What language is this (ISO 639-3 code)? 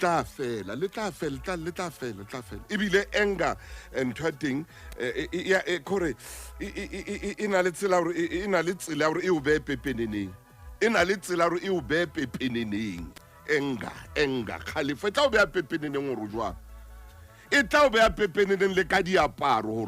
sot